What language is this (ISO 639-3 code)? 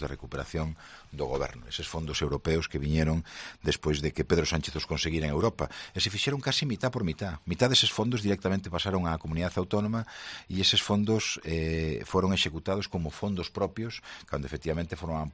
glg